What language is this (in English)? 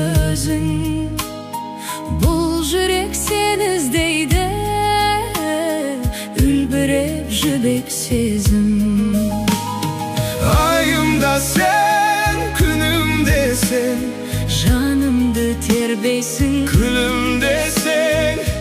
Kazakh